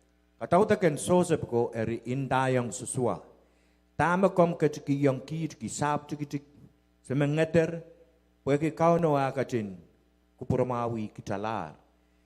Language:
Pohnpeian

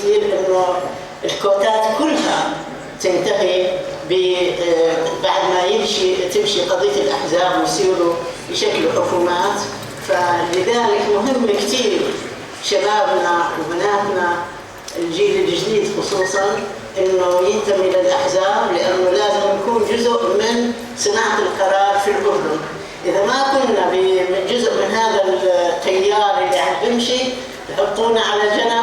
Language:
North Levantine Arabic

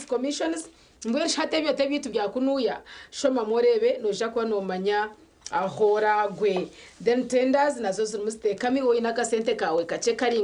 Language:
Nyankole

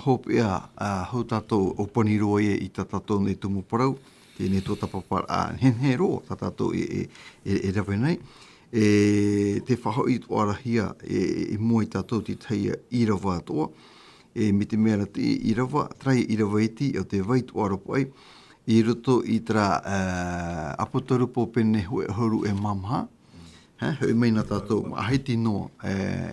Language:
Tahitian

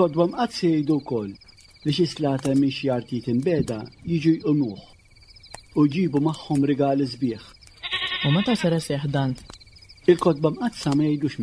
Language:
Maltese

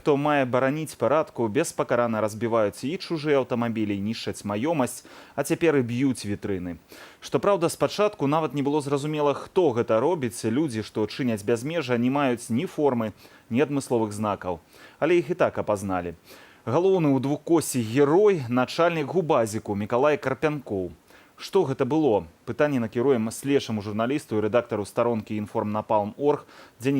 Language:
Belarusian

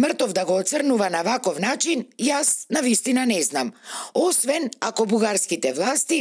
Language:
Macedonian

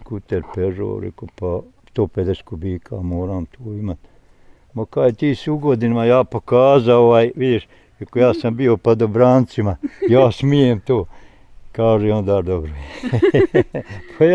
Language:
Bosnian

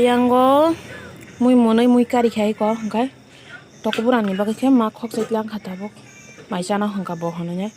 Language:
Kok Borok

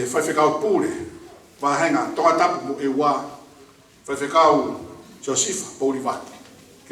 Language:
Tongan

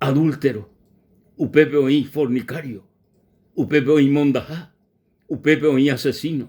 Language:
Guarani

